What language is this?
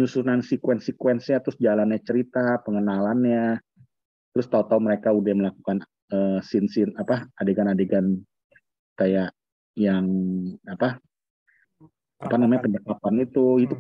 Indonesian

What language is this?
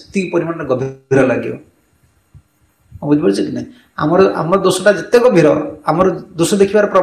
Odia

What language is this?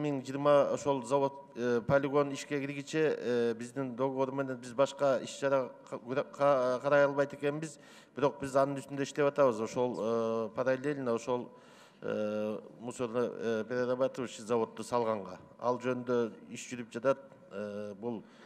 Kyrgyz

